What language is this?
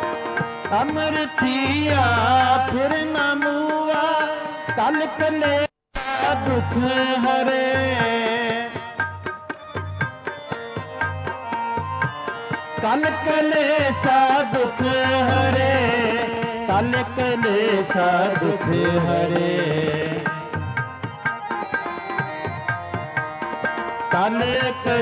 Punjabi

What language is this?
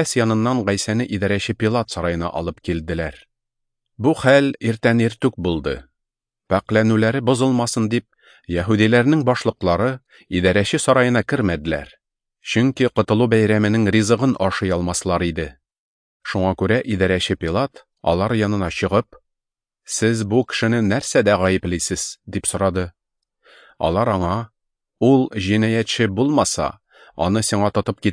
Tatar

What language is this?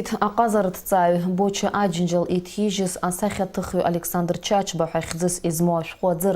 Abkhazian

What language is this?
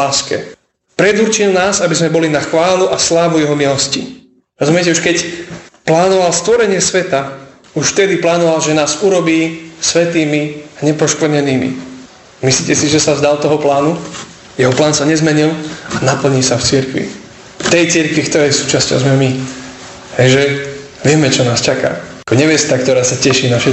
Slovak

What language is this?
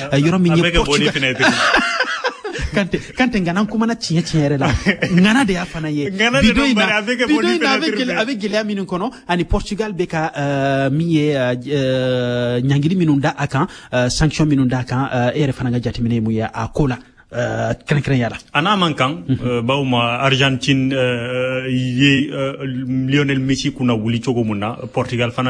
Bambara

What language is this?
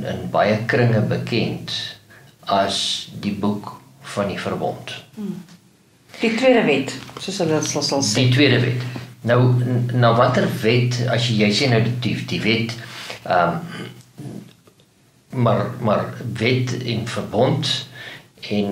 Afrikaans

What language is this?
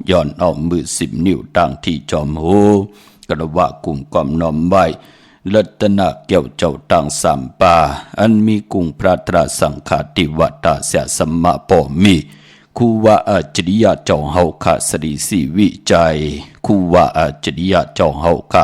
Shan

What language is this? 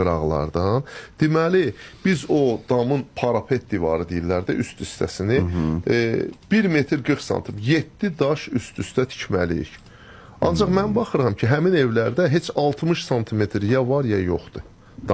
Azerbaijani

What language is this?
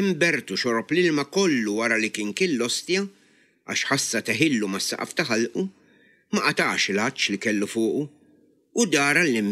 Maltese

